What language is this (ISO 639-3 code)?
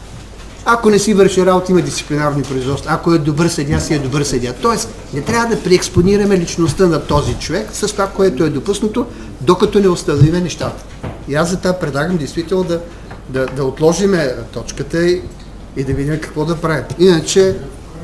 bul